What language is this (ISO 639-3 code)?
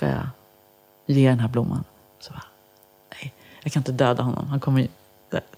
swe